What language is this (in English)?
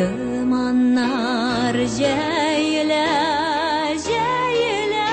Tatar